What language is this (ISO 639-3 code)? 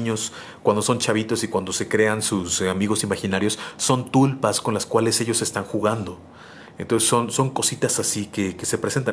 spa